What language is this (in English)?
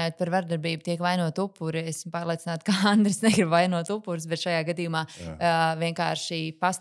Latvian